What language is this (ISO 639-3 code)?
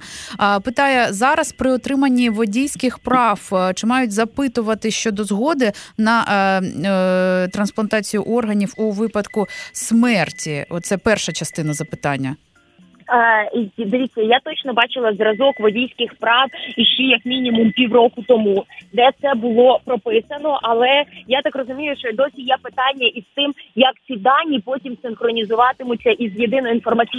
ukr